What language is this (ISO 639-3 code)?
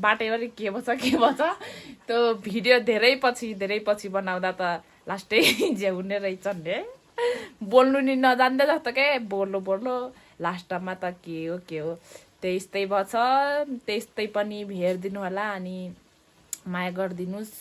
nep